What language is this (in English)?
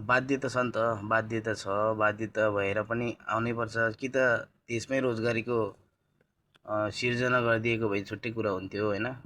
Nepali